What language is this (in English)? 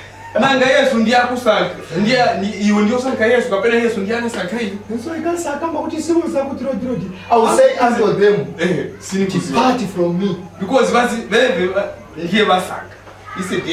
Nyanja